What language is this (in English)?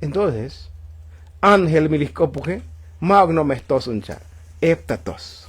Tzotzil